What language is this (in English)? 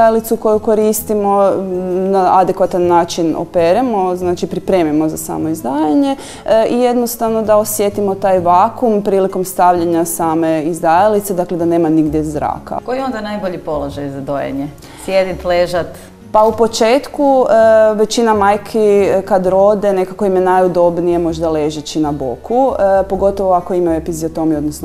Croatian